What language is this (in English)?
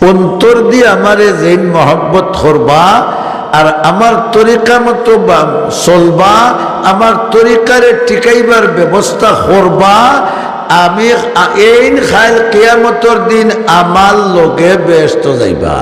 Sylheti